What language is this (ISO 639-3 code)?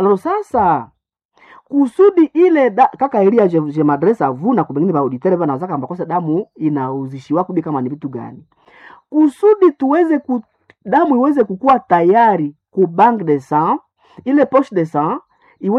swa